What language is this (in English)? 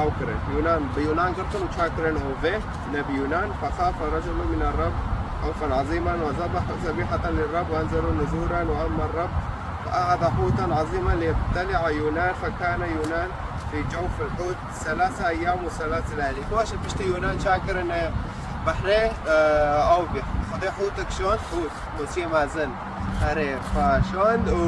Kurdish